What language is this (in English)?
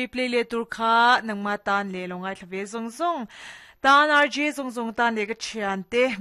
Mizo